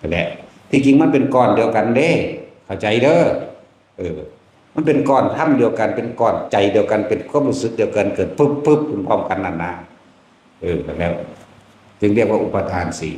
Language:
Lao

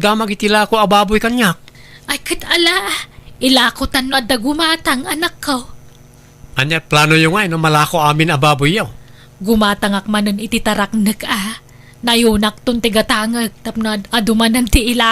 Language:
Iloko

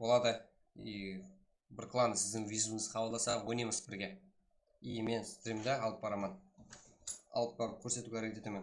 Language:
Kara-Kalpak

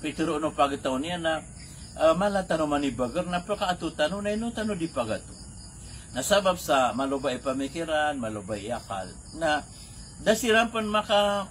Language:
Maranao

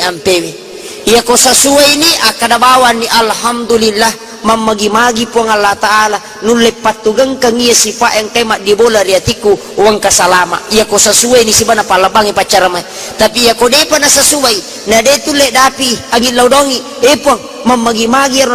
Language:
Buginese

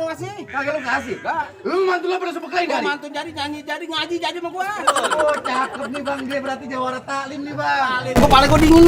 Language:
Betawi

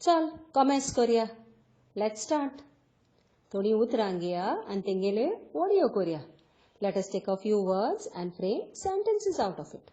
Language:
Konkani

